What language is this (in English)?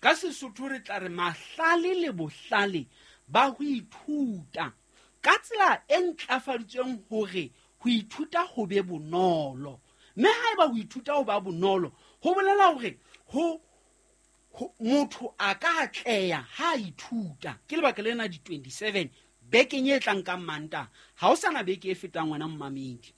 Southern Sotho